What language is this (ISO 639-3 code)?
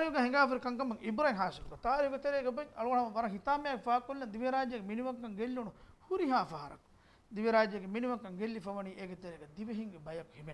div